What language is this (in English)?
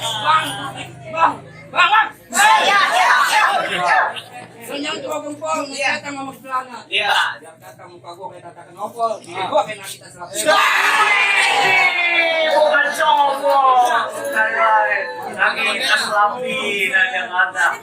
Betawi